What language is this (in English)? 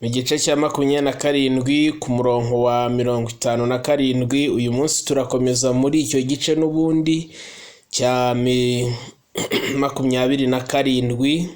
Kinyarwanda